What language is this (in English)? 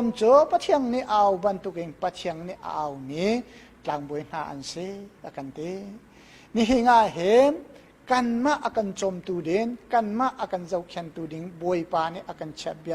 Hakha Chin